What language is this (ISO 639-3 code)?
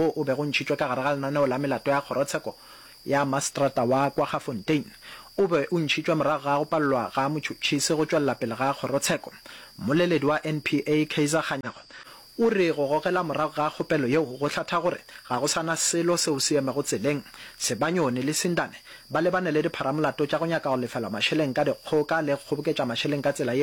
nso